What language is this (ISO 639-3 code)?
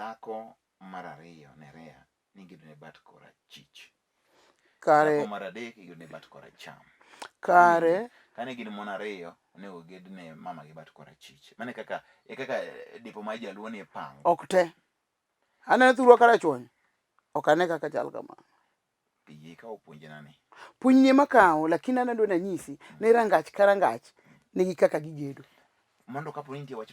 luo